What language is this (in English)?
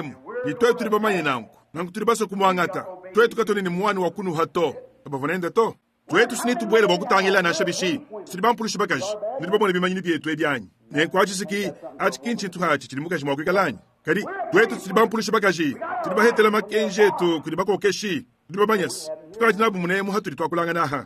Luba-Lulua